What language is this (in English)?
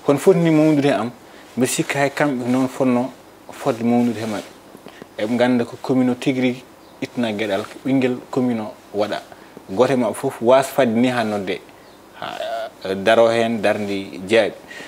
Fula